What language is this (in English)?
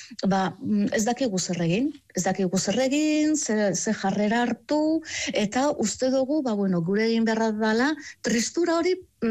Basque